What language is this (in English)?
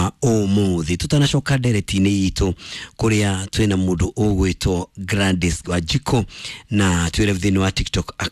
Kikuyu